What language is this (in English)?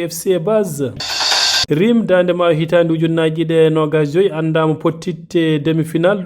Fula